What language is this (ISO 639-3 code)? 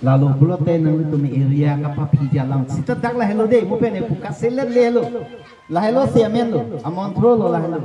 mjw